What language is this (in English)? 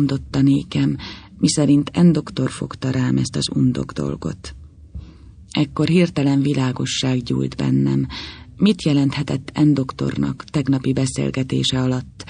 Hungarian